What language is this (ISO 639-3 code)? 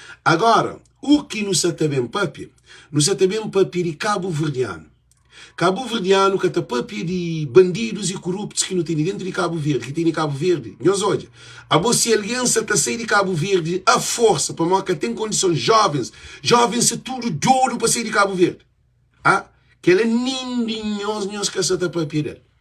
kea